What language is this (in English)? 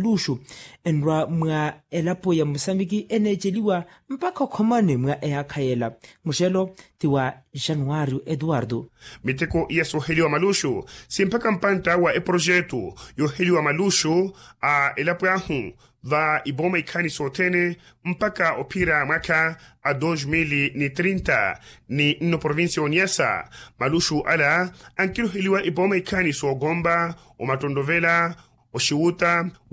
Makhuwa